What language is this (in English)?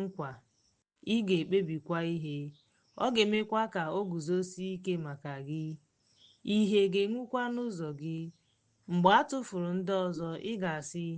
Igbo